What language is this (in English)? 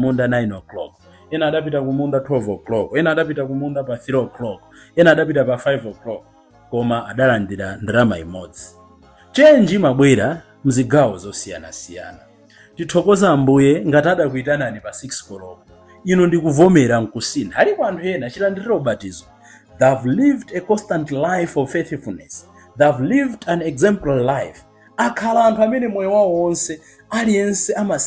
Nyanja